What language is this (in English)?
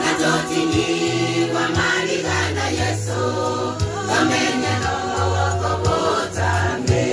Gusii